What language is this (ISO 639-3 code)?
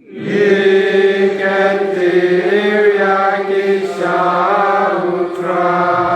kha